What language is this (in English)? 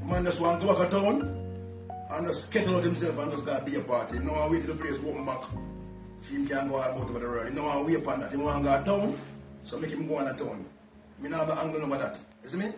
Jamaican Creole English